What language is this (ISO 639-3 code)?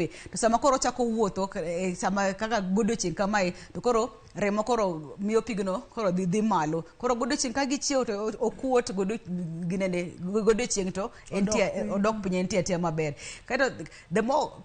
luo